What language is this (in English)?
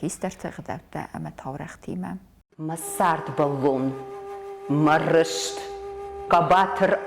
Ossetic